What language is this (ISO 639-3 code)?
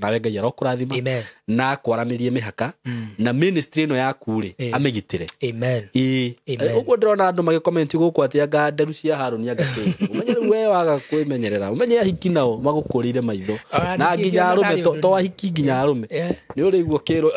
kik